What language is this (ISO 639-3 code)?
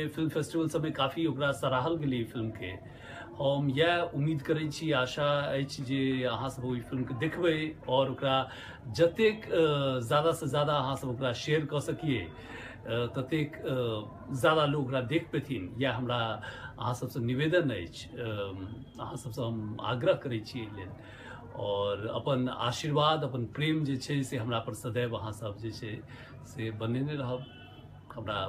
mai